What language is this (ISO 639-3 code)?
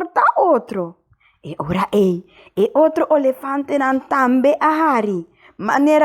pap